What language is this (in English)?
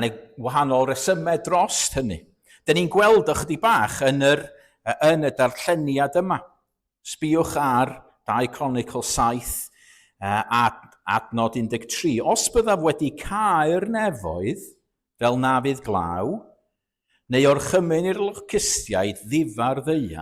Welsh